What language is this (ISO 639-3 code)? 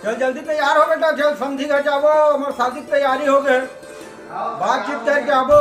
hne